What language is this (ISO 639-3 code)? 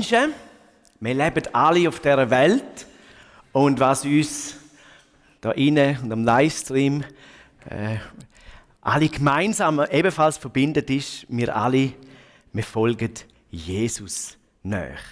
gsw